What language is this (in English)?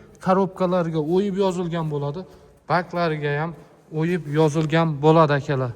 Uzbek